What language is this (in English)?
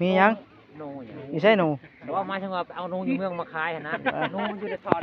Northeastern Thai